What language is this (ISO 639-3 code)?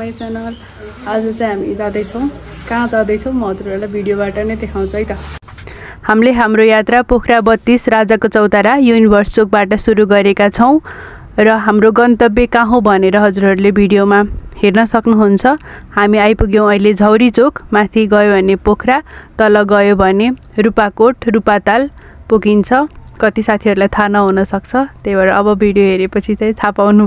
nep